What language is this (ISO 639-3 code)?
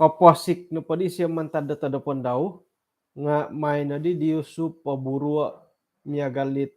dtp